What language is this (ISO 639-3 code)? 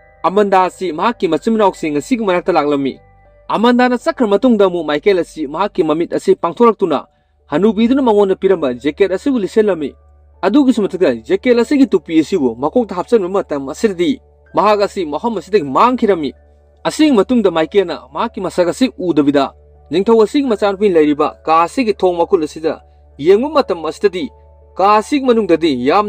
mni